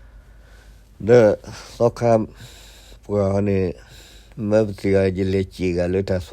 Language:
S'gaw Karen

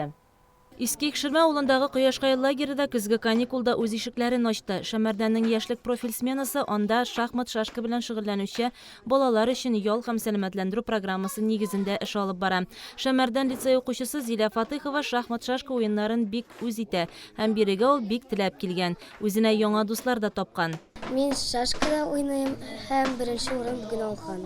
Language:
Tatar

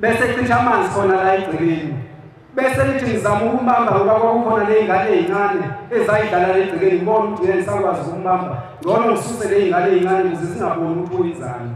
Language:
Zulu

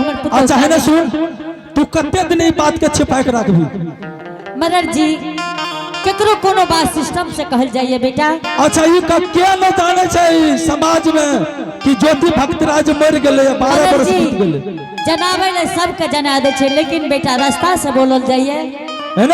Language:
Angika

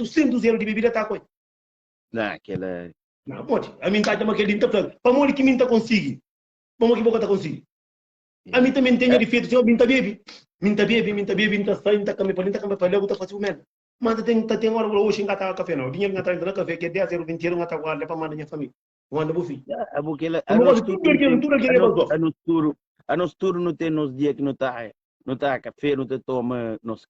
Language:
Kabuverdianu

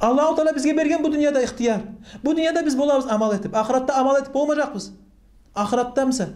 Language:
Kumyk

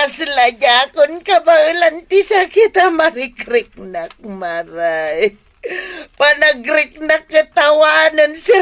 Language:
Iloko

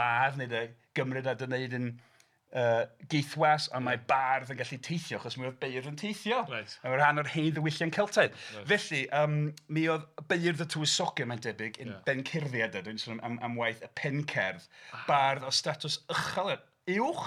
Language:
Welsh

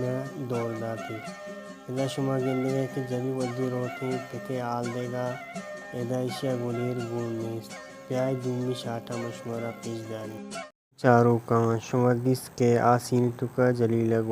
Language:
Baluchi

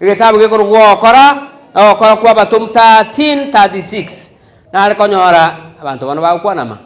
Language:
Gusii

